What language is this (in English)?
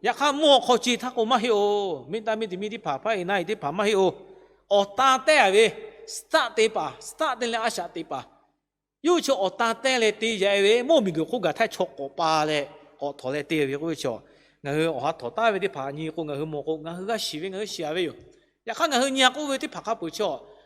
Lahu